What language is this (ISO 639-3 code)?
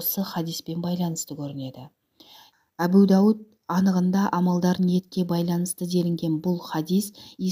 kaz